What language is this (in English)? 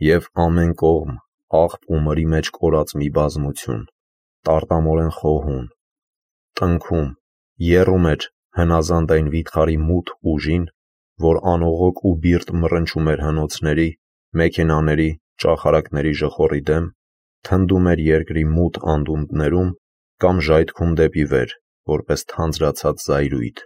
Armenian